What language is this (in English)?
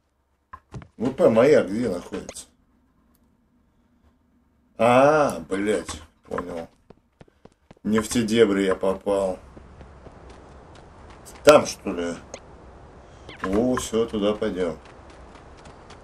Russian